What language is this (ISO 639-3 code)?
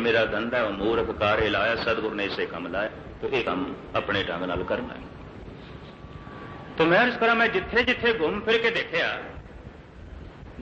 pan